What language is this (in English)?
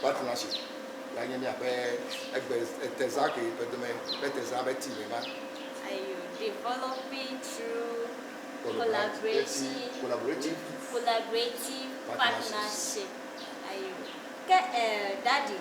Ewe